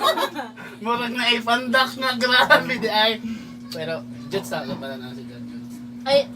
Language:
Cebuano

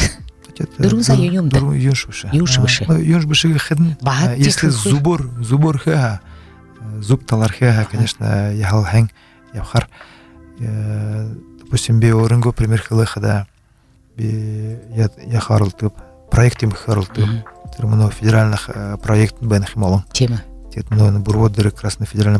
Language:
Buriat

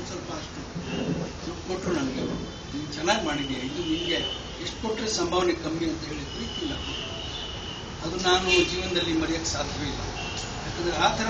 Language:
Kannada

